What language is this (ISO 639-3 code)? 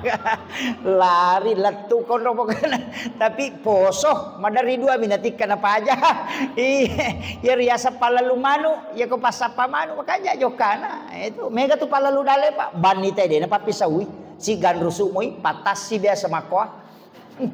bug